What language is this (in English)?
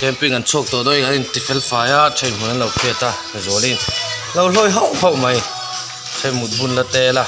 Mizo